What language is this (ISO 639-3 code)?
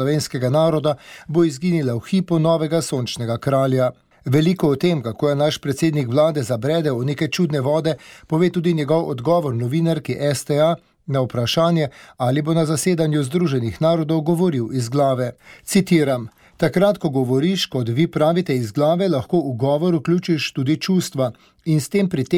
slv